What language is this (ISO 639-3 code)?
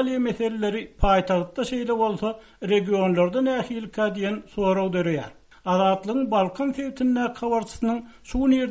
tuk